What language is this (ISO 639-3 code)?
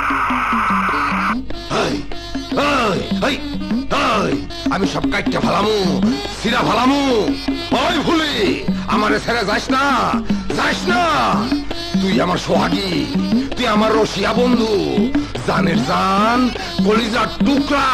ben